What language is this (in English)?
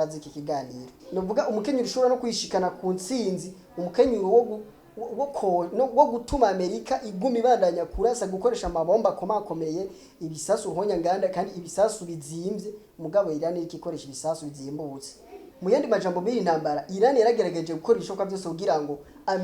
Rundi